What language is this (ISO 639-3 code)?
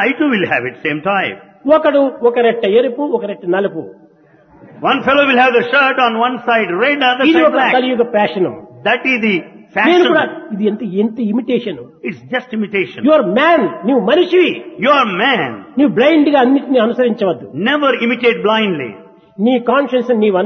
tel